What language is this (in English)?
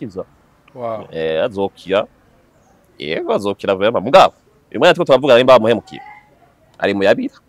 Rundi